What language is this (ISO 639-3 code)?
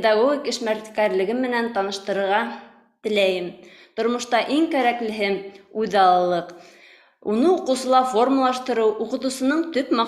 bak